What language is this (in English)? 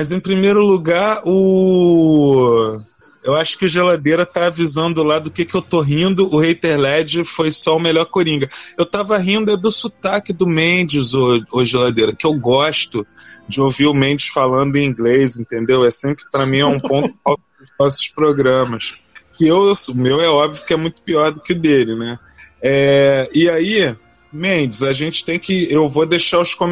Portuguese